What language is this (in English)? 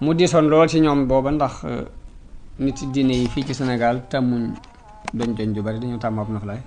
Wolof